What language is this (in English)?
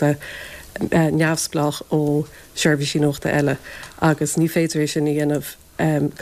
Irish